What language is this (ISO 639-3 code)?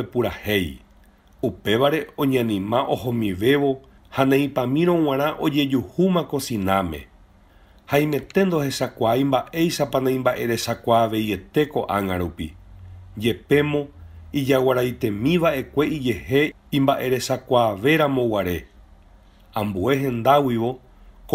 grn